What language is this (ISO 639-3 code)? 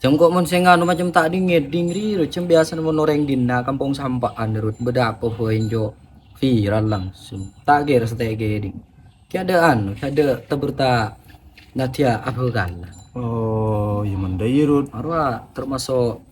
mad